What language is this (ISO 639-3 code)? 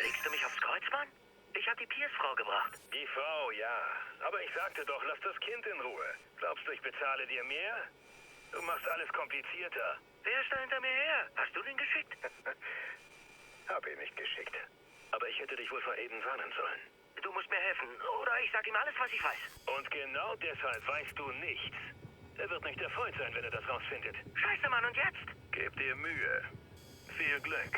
bar